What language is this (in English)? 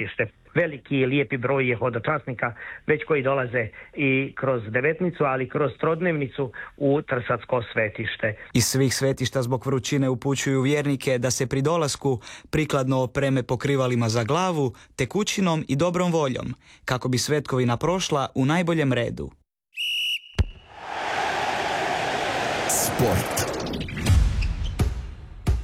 Croatian